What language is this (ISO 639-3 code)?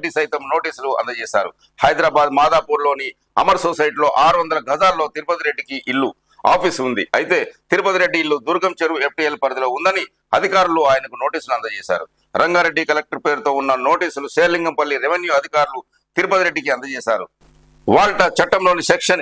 tel